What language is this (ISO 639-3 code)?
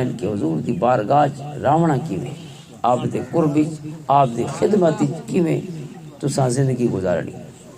lah